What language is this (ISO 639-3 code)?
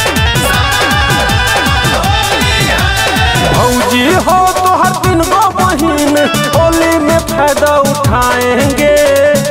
bho